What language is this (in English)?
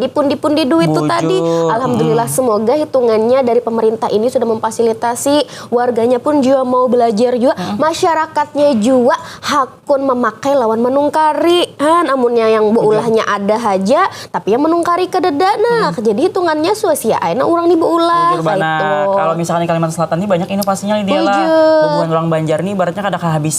Banjar